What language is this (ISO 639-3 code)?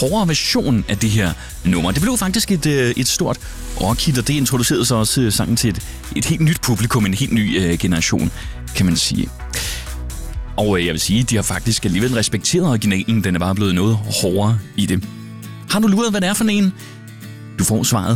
dan